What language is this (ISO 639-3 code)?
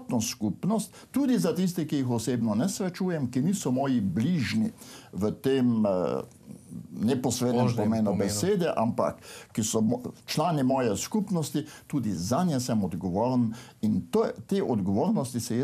slv